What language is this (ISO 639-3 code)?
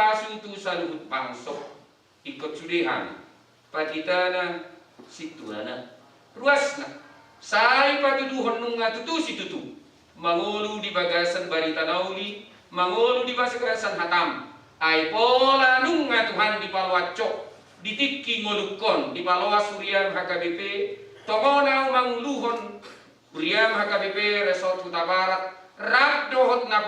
bbc